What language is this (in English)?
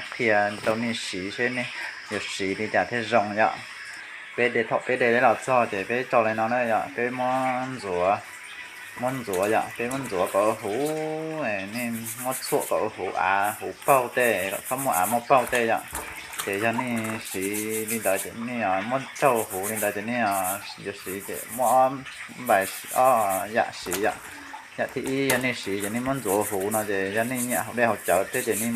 Hmong